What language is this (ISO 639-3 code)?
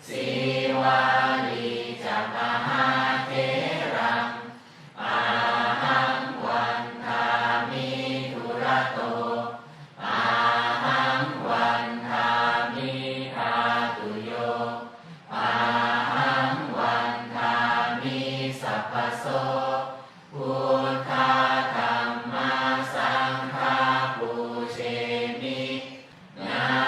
pli